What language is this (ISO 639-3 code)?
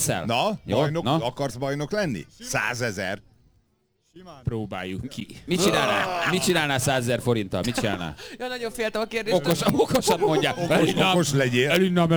hun